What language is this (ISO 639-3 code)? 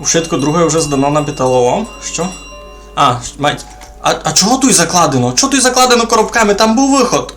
rue